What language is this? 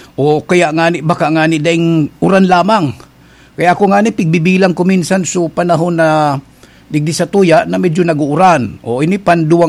Bikol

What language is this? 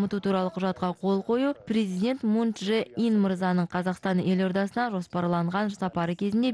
Kazakh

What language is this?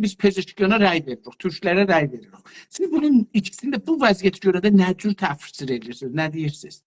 South Azerbaijani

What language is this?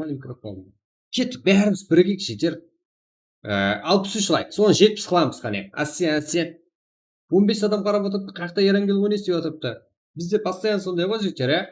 Kara-Kalpak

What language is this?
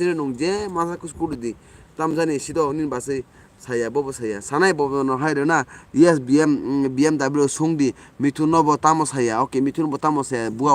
Kok Borok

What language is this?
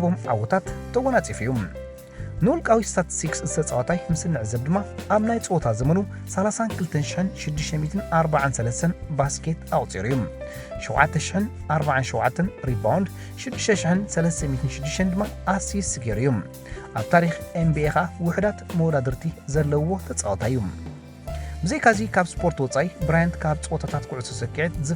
Tigrinya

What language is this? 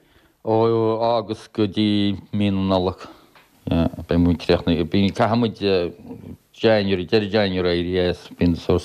Irish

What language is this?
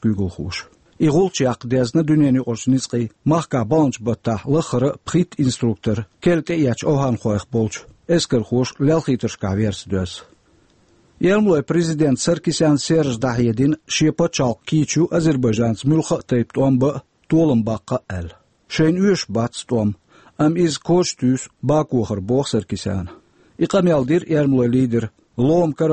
Chechen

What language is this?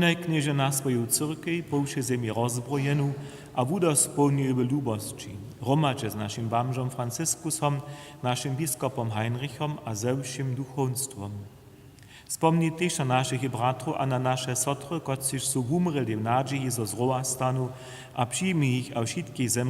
Upper Sorbian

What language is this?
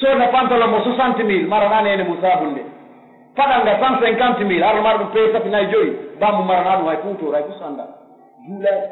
Pular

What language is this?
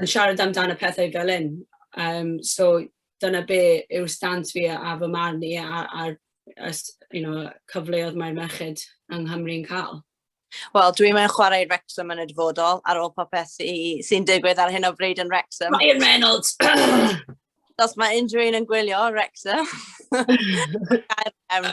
Welsh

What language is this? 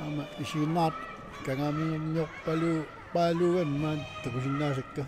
Kalaallisut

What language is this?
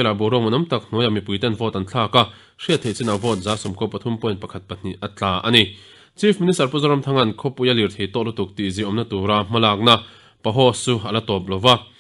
Mizo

